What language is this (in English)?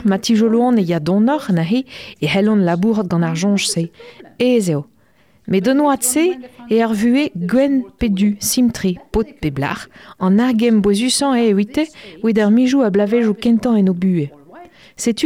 Breton